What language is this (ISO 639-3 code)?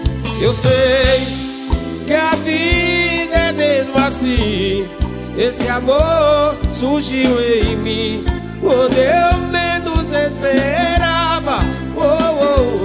por